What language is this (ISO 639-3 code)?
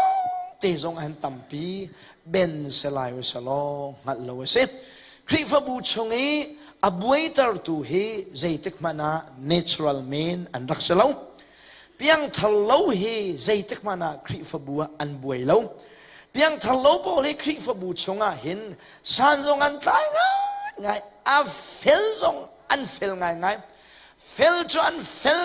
cnh